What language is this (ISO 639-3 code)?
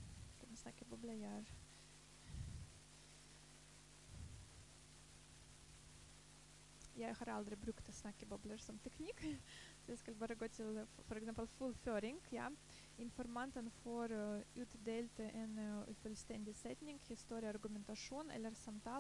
nor